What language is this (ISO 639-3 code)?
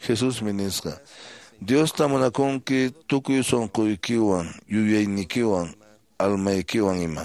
que